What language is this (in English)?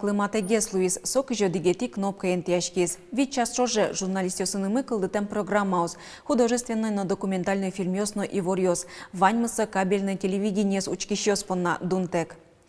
Udmurt